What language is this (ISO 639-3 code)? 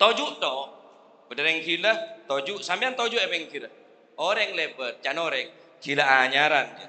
mad